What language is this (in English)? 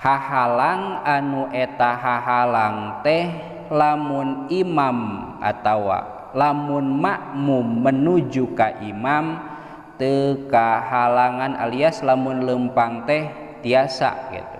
Sundanese